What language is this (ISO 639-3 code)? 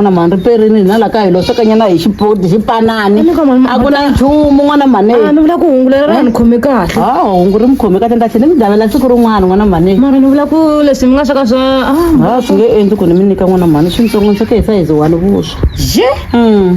tso